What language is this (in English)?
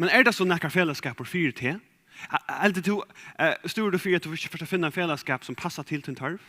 Faroese